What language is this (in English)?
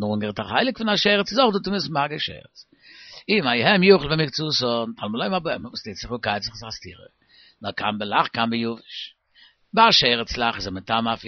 Yiddish